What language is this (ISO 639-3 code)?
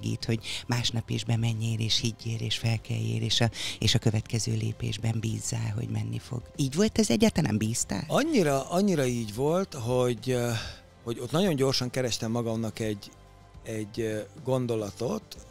hun